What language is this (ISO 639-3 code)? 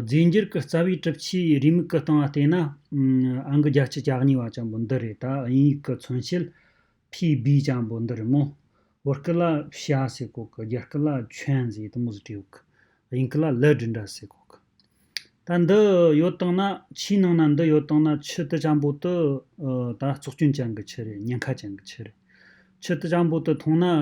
bod